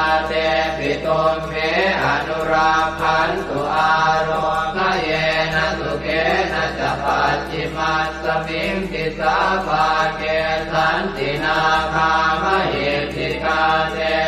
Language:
Pali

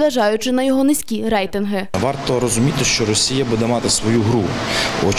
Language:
Ukrainian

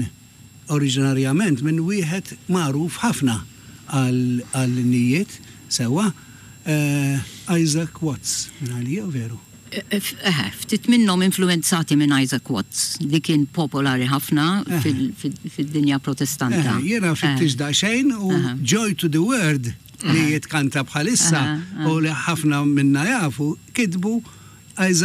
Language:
Maltese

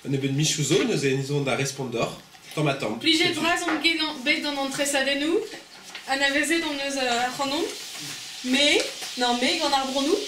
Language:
Breton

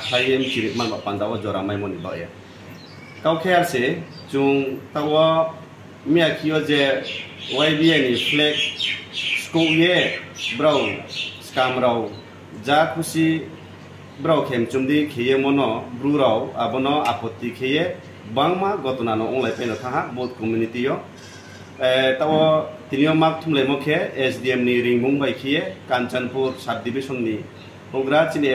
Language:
Riang (India)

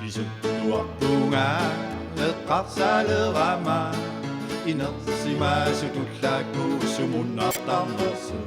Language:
Kalaallisut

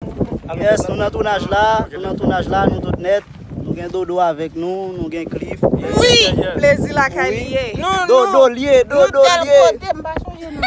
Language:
Haitian Creole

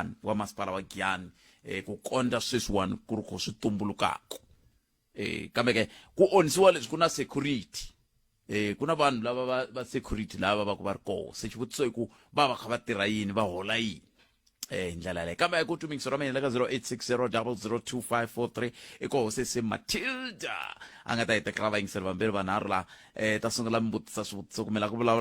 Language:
Tsonga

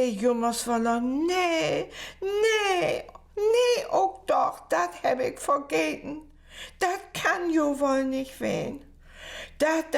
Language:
Low German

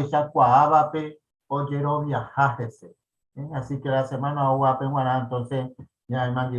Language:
Guarani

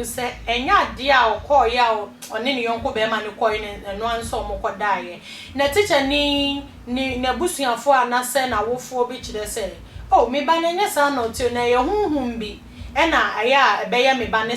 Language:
Akan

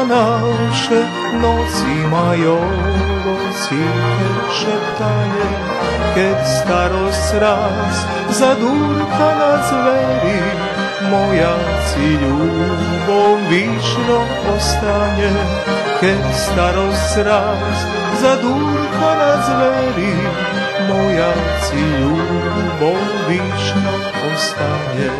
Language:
Rusyn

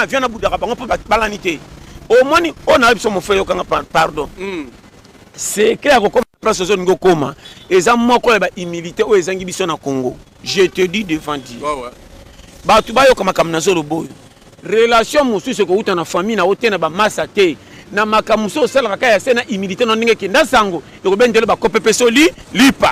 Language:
Lingala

